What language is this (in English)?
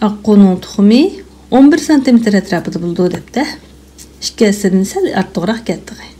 Uyghur